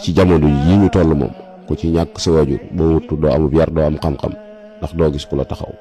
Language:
Wolof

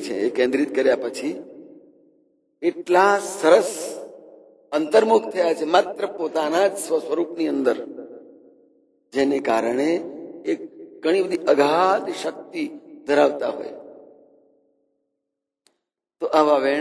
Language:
Gujarati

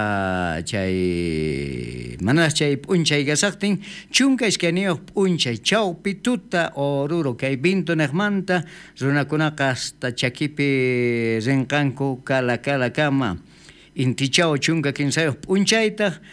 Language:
South Bolivian Quechua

